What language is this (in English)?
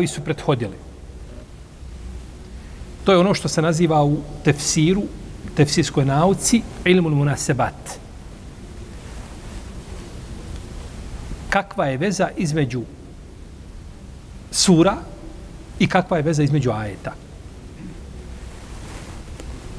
Bosnian